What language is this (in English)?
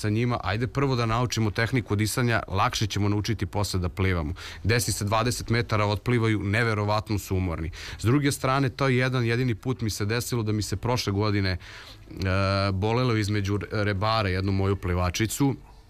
Serbian